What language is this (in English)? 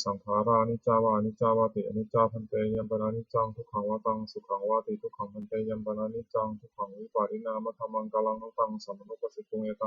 Pali